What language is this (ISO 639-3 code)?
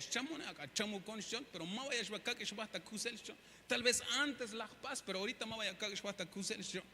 tzh